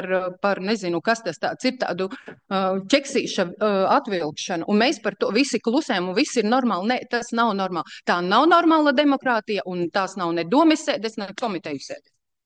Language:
Latvian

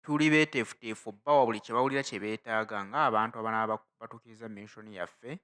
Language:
Ganda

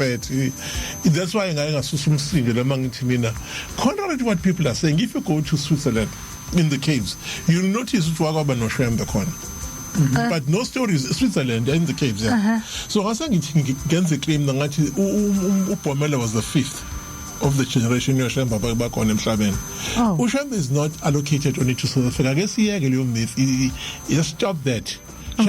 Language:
Zulu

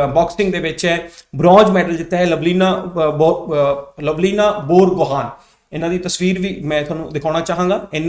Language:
Punjabi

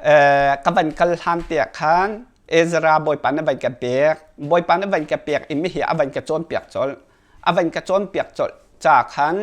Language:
Hakha Chin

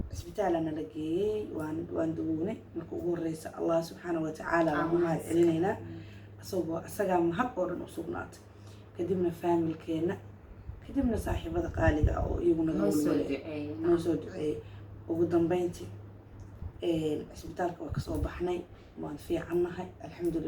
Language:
Somali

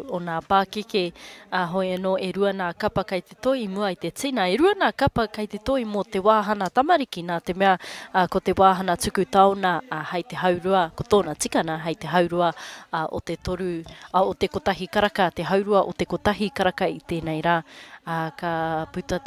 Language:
Māori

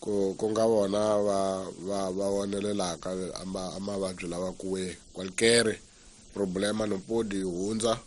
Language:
Tsonga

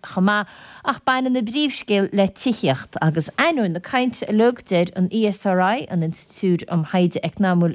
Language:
Irish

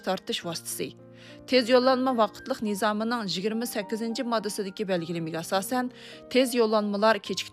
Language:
Uyghur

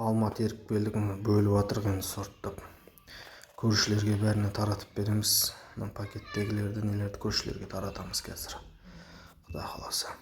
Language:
Kazakh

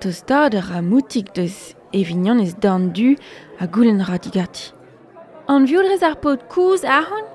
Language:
Breton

